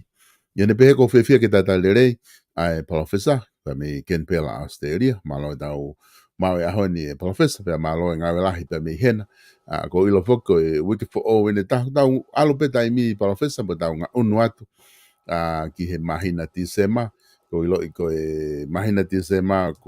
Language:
Tongan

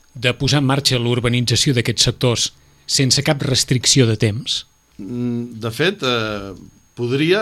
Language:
Catalan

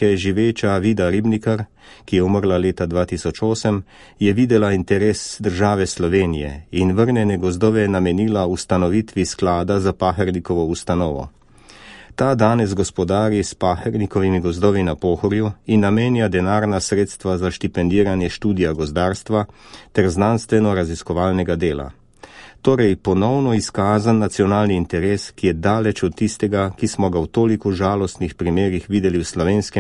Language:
Slovenian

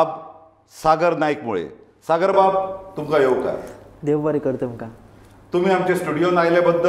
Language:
Konkani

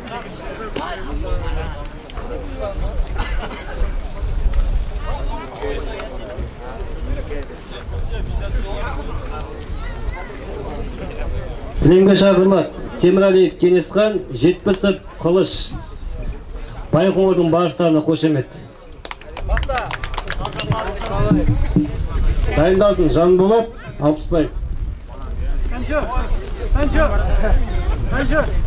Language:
Kazakh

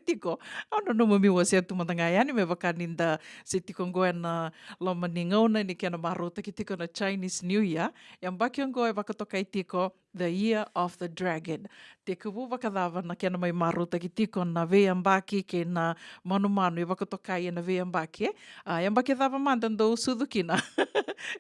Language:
Fijian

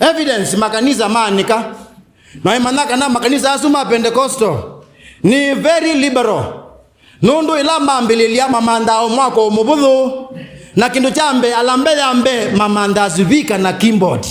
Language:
Kamba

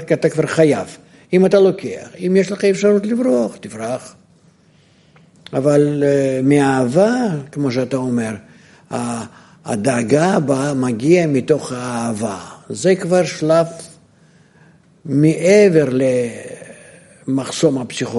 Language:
Hebrew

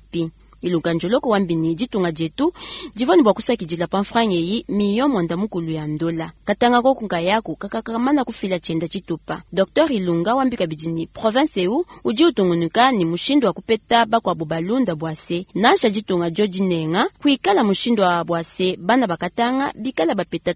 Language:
Luba-Lulua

